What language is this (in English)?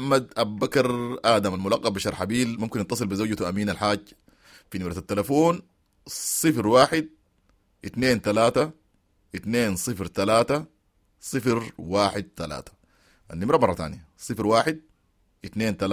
Sudanese Arabic